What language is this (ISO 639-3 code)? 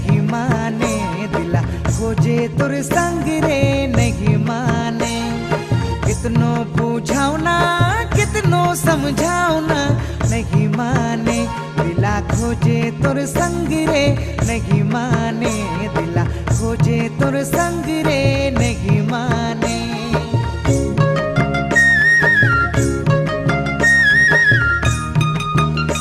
sck